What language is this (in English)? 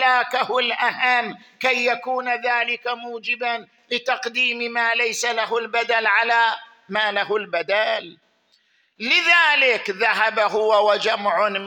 Arabic